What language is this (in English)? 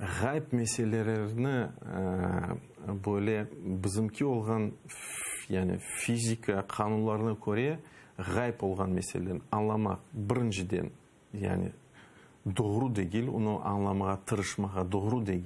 Crimean Tatar